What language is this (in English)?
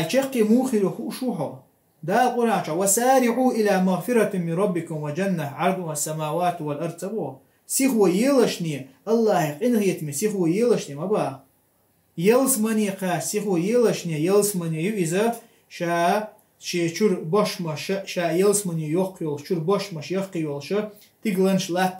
Chechen